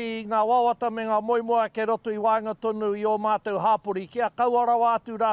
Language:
Māori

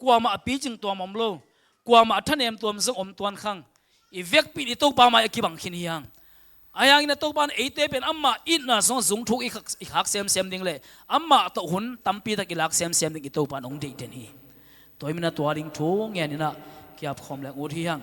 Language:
Tedim Chin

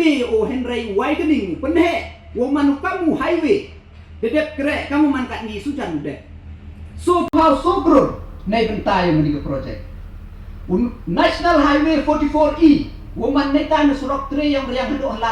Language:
Pnar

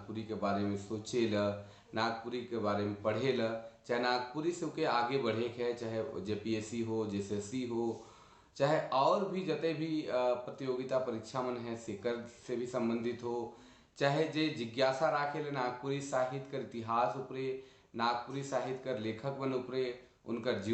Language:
Sadri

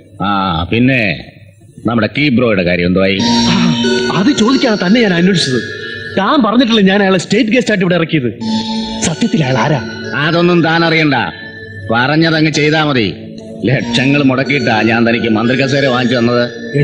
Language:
Malayalam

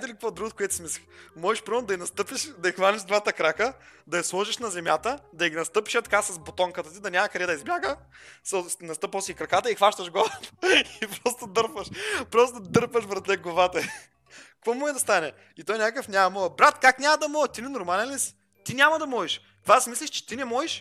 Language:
Bulgarian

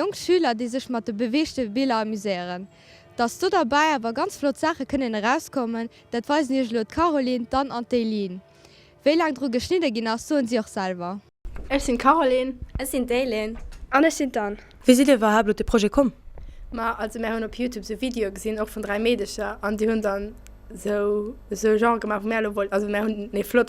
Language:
Luxembourgish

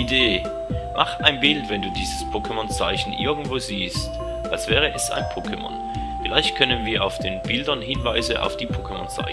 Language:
Swiss German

